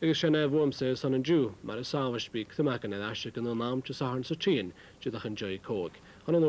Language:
Welsh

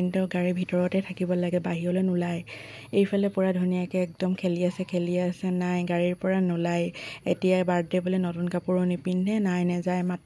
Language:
Assamese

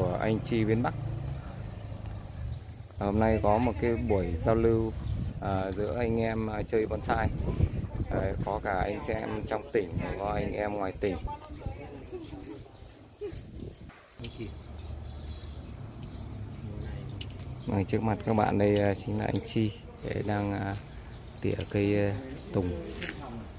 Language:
Vietnamese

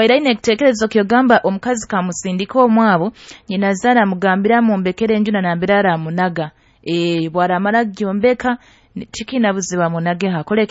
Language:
Nyoro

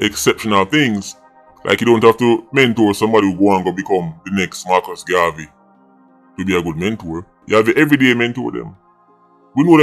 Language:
Jamaican Creole English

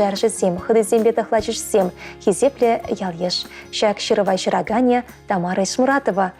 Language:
Chuvash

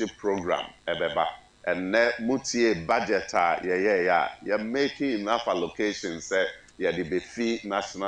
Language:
Akan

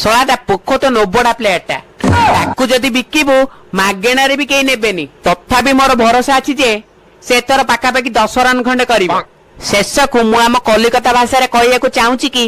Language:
Odia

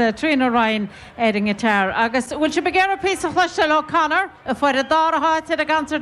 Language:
Irish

